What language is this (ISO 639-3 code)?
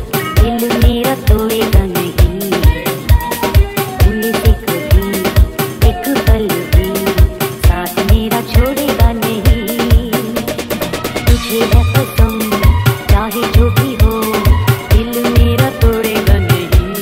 hin